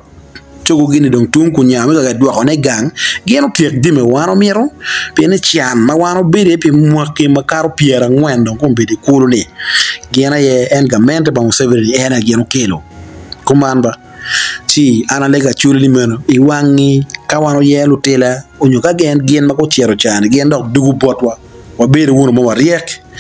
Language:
Acoli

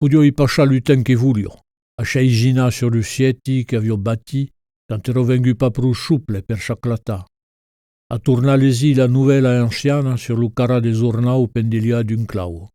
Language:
Occitan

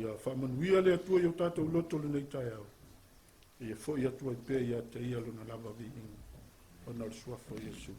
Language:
Samoan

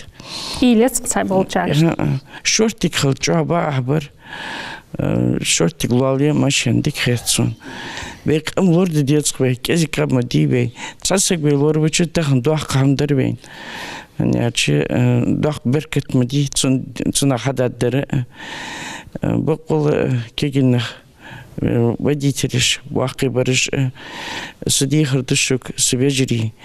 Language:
Ingush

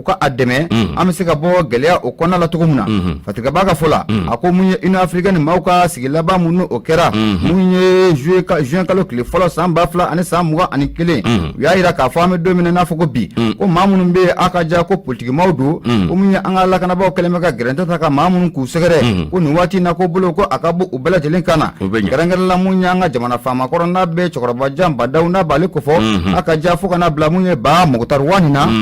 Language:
Bambara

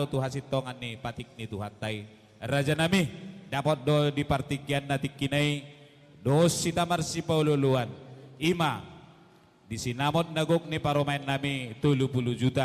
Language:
Batak Toba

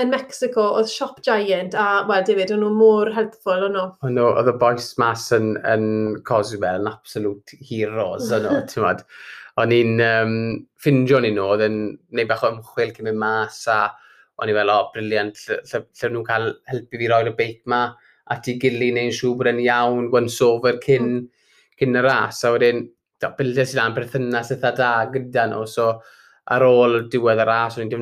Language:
Welsh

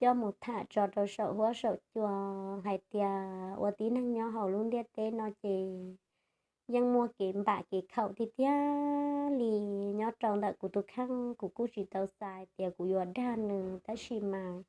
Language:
Hmong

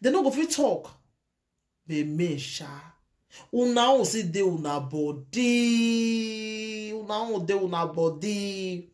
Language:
Nigerian Pidgin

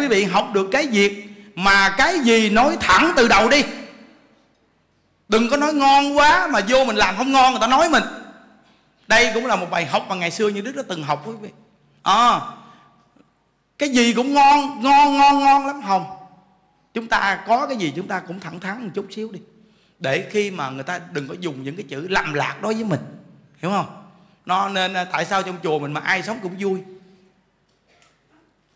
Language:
Vietnamese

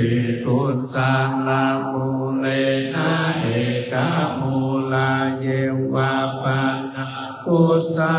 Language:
Pali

